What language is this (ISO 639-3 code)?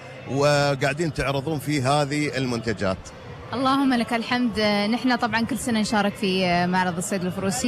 afb